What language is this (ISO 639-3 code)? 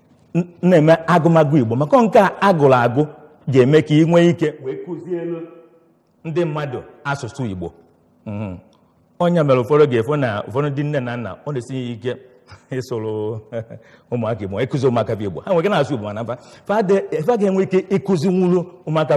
ibo